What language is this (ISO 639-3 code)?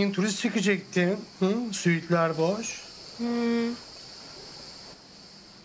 tur